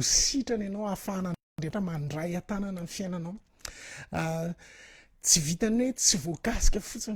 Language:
Malagasy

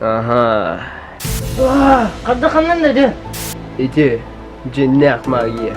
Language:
Yakut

